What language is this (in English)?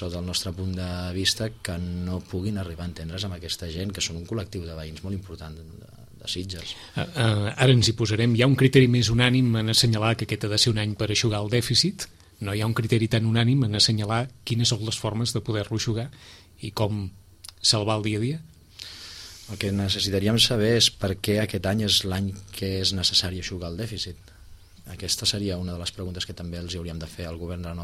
Catalan